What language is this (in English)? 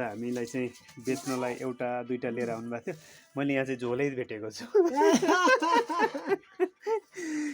Nepali